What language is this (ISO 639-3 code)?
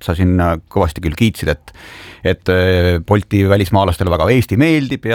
est